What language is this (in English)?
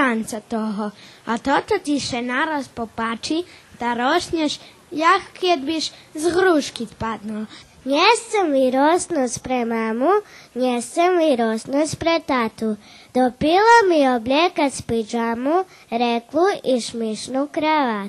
Rusyn